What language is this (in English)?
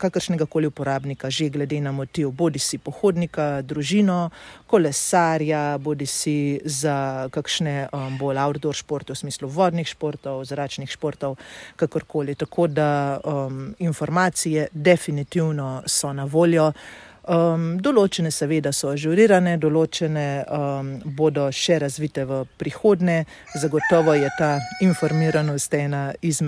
Slovenian